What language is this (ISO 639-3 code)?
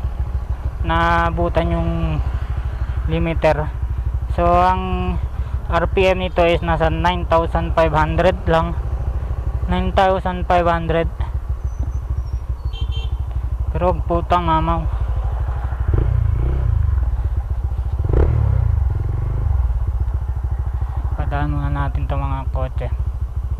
fil